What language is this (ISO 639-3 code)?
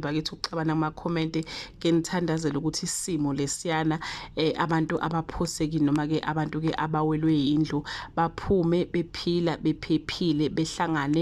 zul